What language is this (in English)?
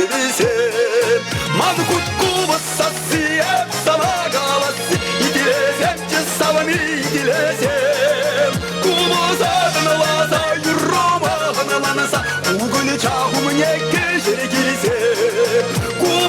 Chuvash